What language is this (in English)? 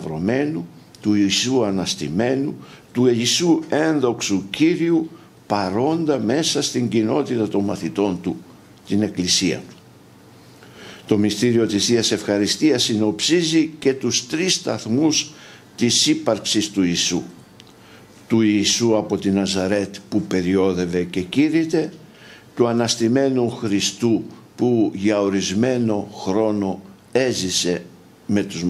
Greek